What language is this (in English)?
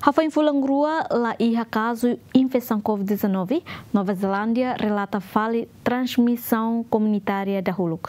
Tetum